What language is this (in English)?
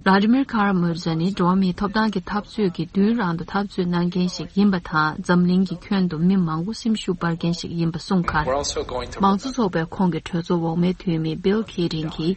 Tibetan